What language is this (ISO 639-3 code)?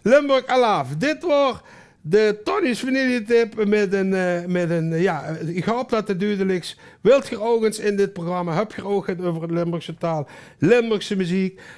lim